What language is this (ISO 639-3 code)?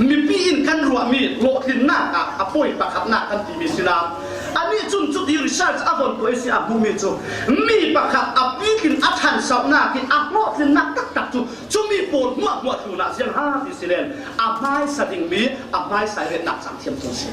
cfm